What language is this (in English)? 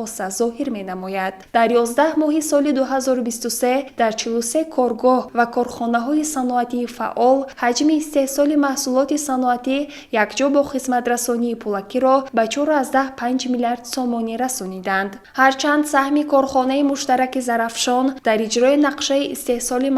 Tajik